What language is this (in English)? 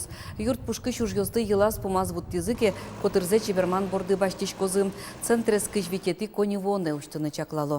Udmurt